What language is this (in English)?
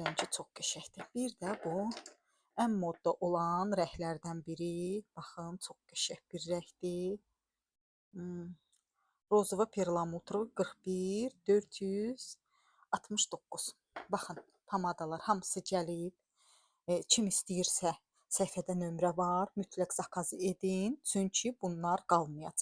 Azerbaijani